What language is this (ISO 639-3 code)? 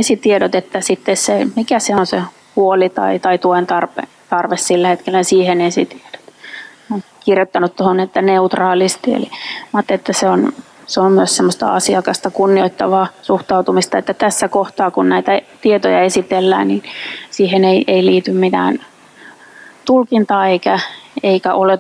fin